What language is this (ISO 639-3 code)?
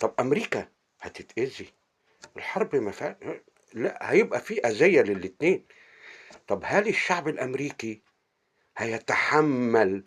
arz